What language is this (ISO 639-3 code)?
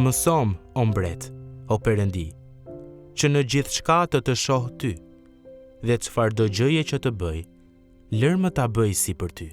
sqi